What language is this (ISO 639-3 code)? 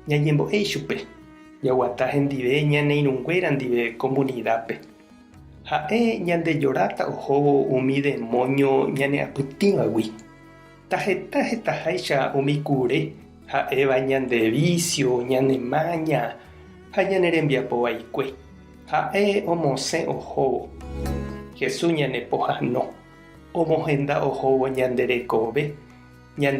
grn